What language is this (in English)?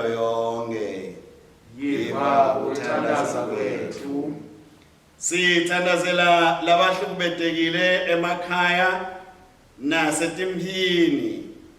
Swati